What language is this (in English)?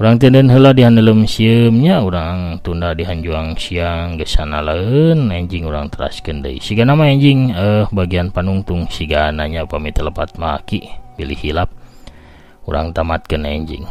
Sundanese